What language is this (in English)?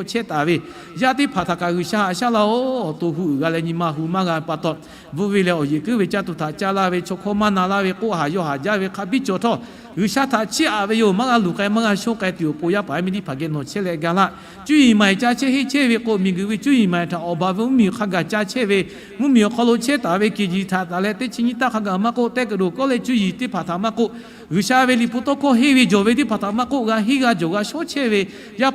Lahu